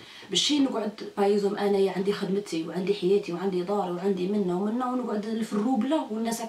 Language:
Algerian Arabic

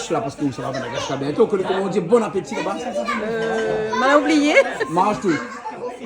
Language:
Réunion Creole French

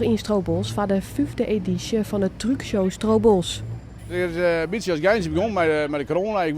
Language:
Western Frisian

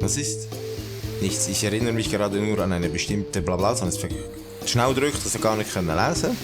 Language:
Swiss German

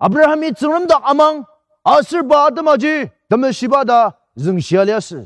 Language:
Ao Naga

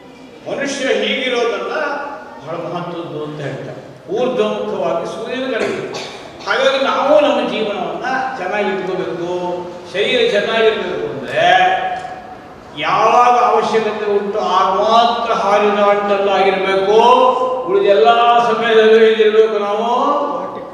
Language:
Kannada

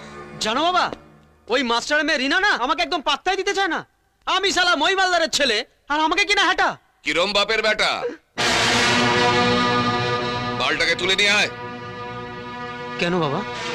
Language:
Bangla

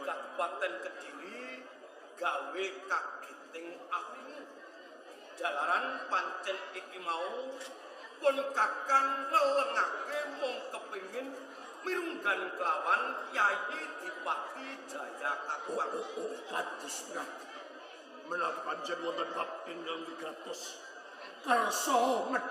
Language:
Javanese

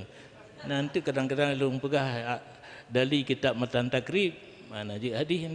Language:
Achinese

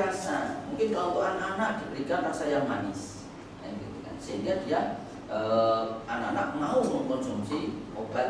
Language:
Indonesian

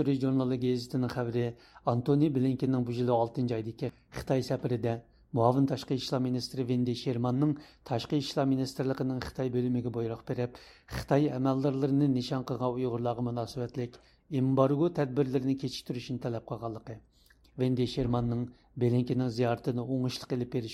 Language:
Uyghur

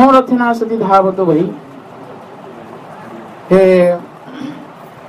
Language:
Odia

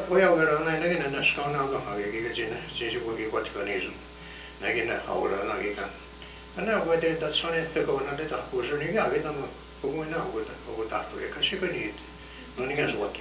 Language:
Mohawk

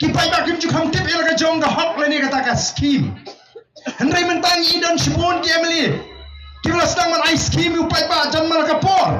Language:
Khasi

